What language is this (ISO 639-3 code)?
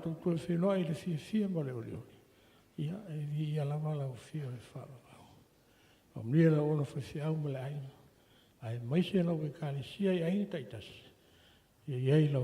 smo